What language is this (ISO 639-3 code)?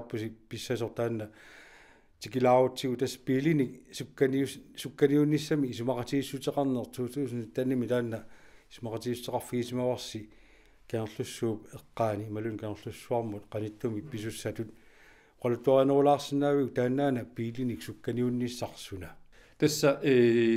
kal